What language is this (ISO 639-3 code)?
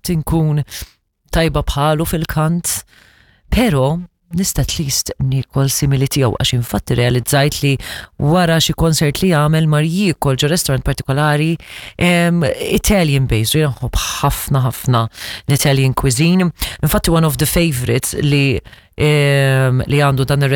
mlt